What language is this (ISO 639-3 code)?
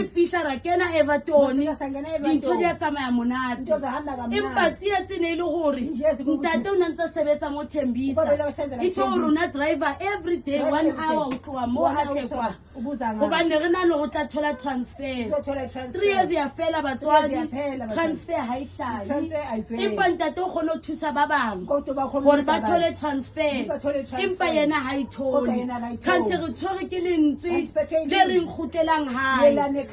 sot